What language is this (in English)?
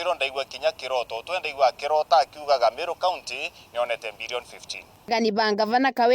Meru